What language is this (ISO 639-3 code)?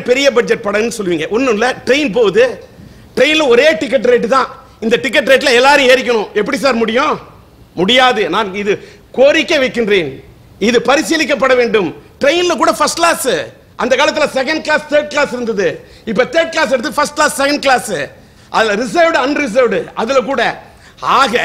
tam